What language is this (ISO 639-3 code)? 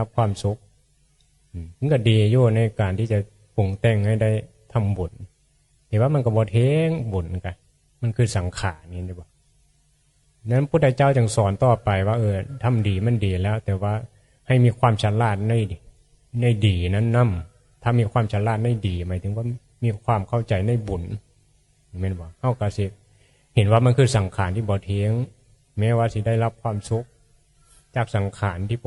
tts